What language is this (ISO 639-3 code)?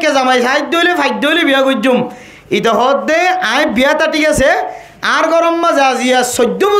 rhg